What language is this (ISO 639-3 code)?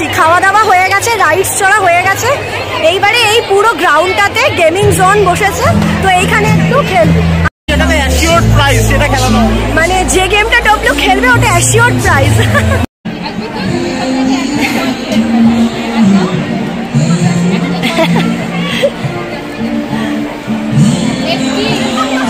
ben